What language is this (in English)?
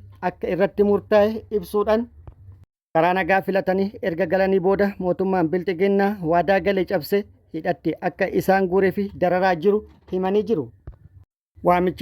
Oromo